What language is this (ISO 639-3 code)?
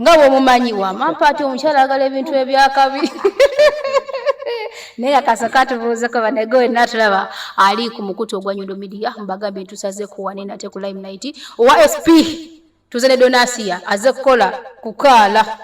lug